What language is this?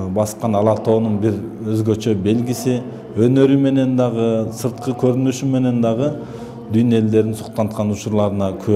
Kyrgyz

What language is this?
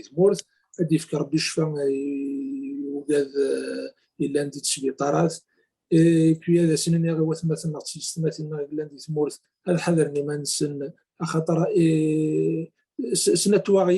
Kabyle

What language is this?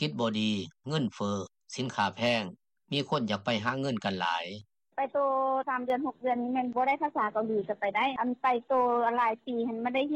Lao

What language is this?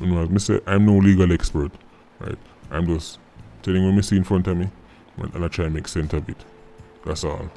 Jamaican Creole English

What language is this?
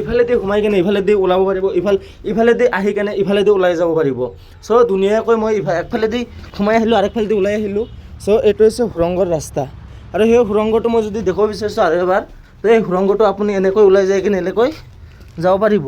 Assamese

